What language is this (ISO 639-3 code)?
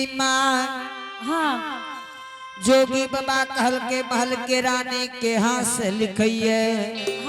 anp